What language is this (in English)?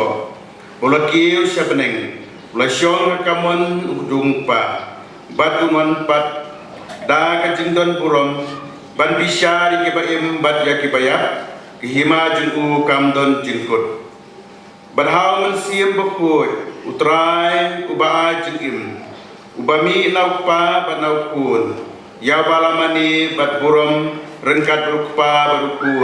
Khasi